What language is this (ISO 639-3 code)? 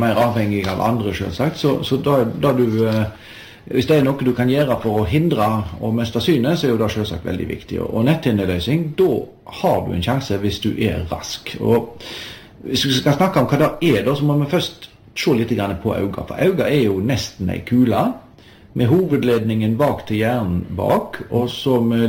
nor